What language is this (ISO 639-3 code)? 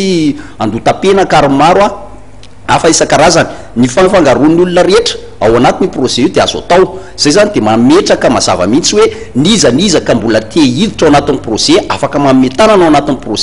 mlg